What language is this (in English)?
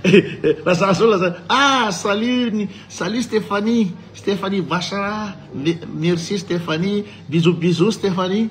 Malagasy